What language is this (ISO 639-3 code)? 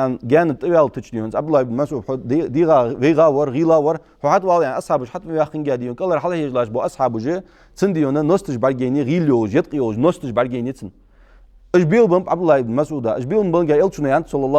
inh